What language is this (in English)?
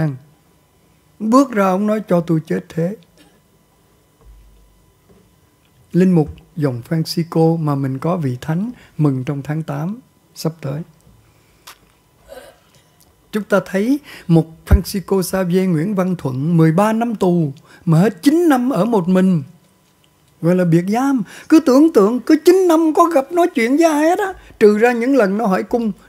Vietnamese